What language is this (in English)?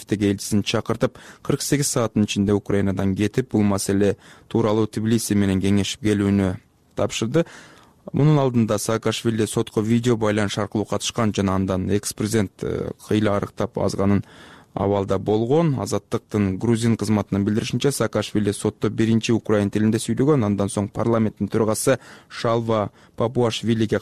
Kyrgyz